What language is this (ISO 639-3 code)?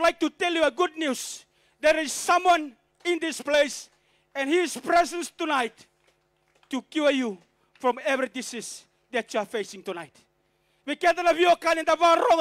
fij